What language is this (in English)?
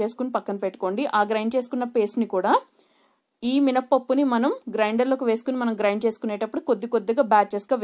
Telugu